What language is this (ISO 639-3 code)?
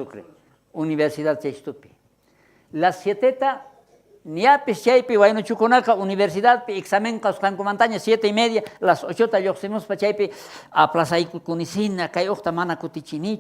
quh